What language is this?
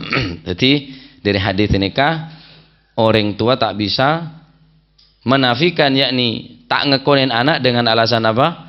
Madurese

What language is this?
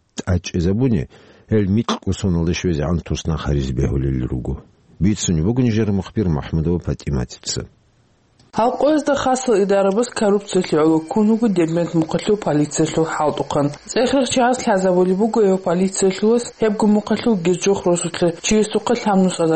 Avaric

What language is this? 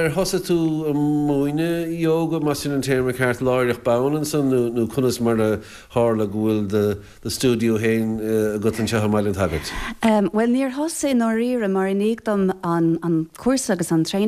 Irish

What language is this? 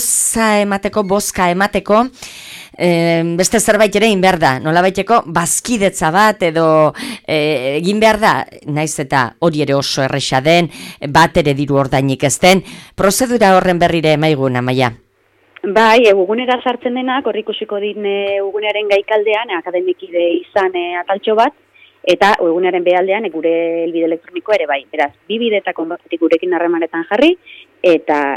Basque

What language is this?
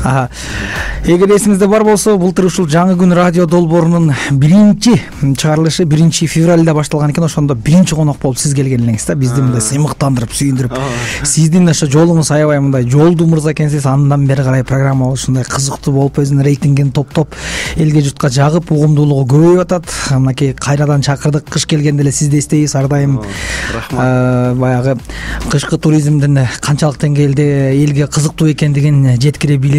Kyrgyz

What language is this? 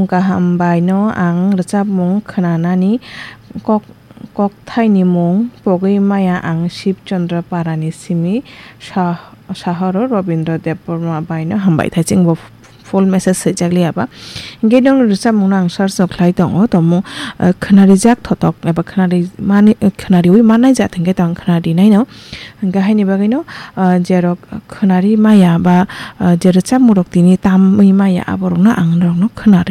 Kok Borok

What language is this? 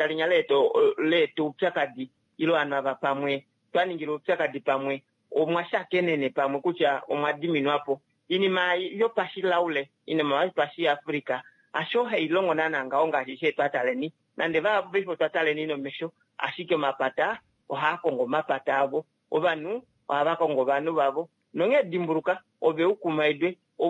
Kuanyama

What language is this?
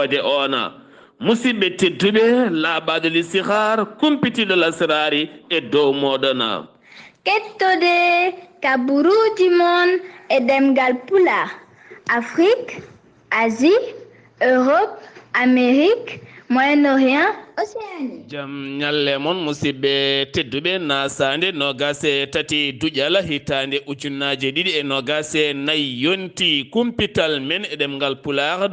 Fula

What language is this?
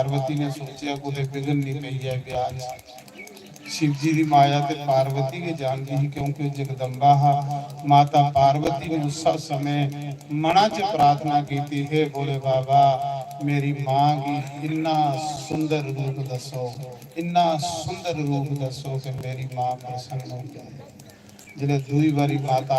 Dogri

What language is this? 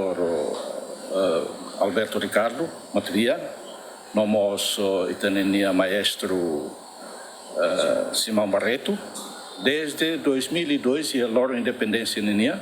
Tetum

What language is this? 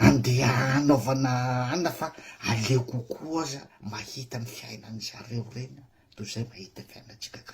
Malagasy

